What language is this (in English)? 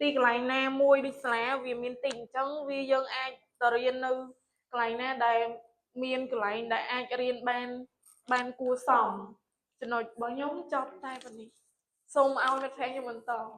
Khmer